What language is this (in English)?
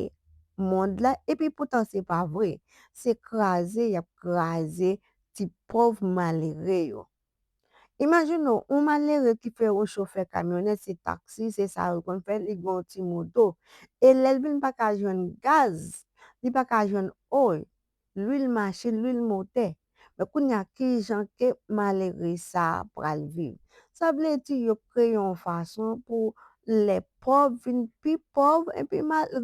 Haitian Creole